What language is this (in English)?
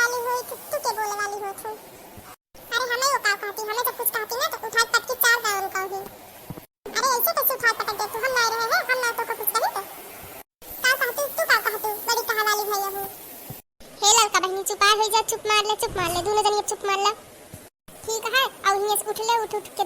Awadhi